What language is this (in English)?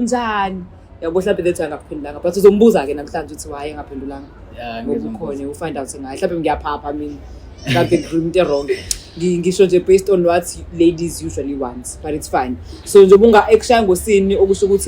Zulu